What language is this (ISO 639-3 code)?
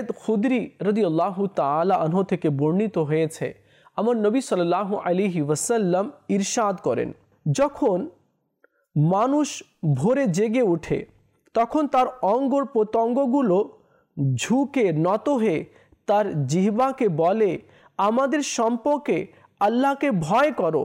ben